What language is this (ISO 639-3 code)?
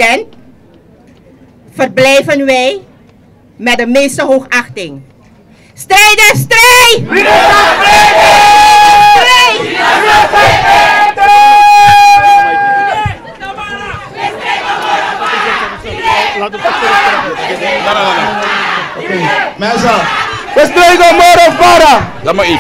nld